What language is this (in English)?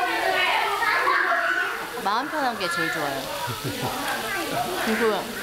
Korean